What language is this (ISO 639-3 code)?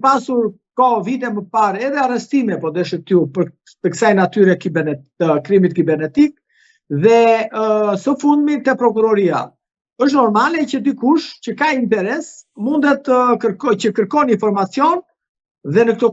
sqi